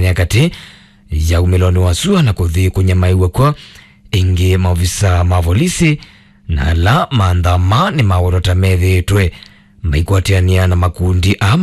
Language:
Kamba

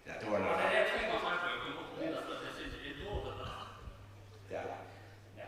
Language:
Faroese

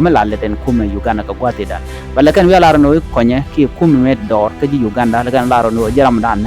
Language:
Nuer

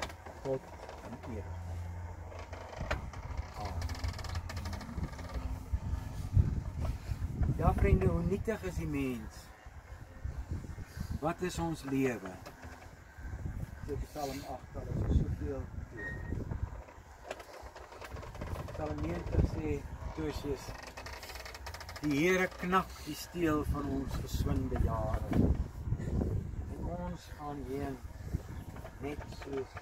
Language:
Afrikaans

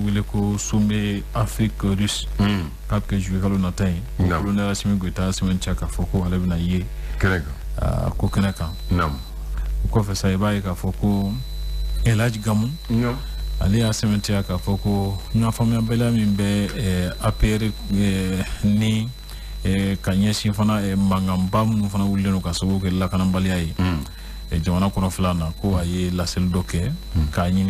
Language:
Bambara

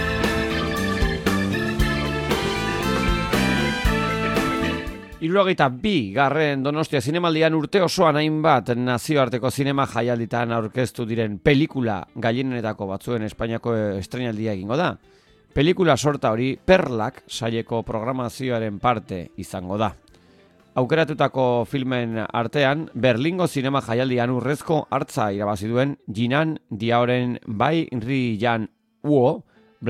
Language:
Basque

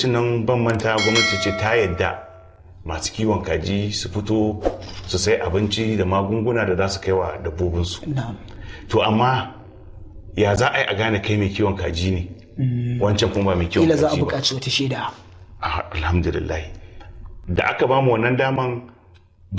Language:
Hausa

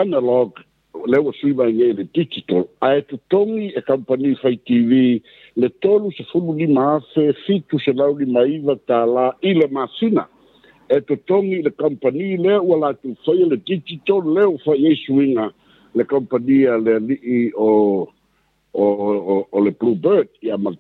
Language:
Samoan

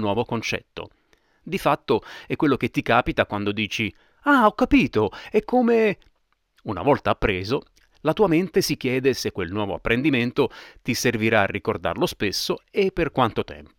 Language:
Italian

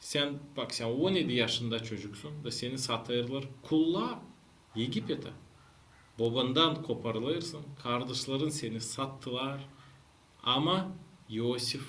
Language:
Gagauz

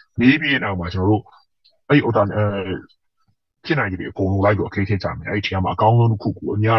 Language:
Burmese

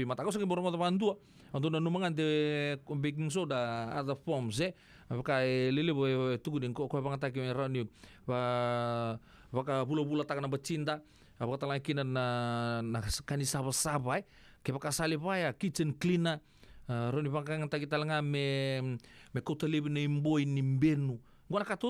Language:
Fijian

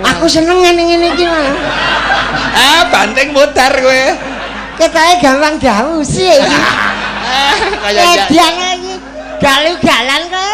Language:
Javanese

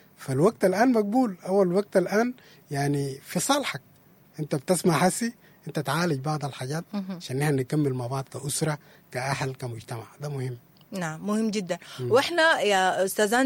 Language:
Sudanese Arabic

